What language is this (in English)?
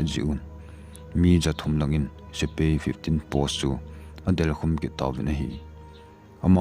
Thado Chin